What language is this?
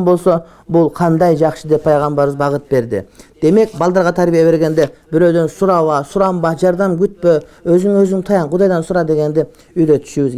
Kyrgyz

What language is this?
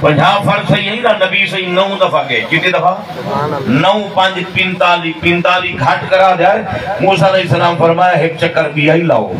Saraiki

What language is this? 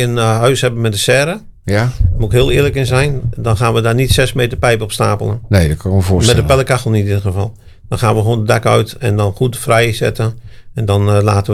Dutch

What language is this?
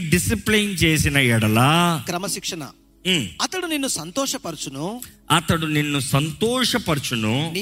Telugu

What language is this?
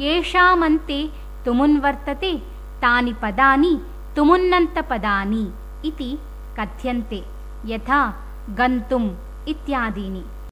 Sanskrit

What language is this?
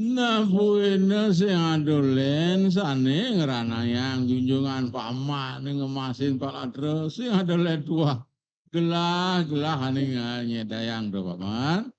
Balinese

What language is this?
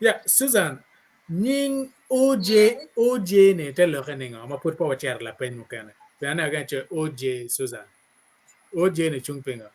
Acoli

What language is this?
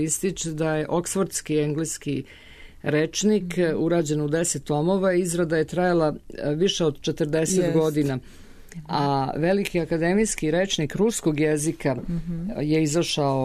Serbian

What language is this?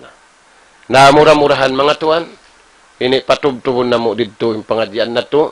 Tausug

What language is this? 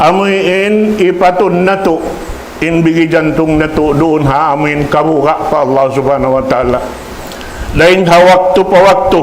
Tausug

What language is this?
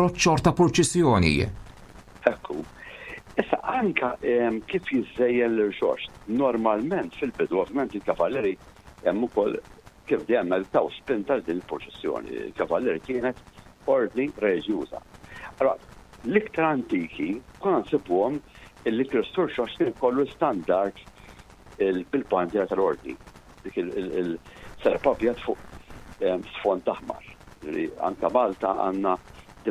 Maltese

